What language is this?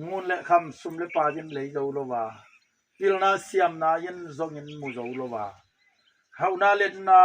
Tedim Chin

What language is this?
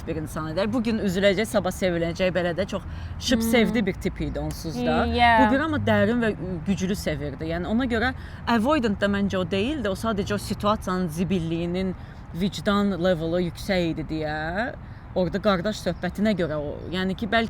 Azerbaijani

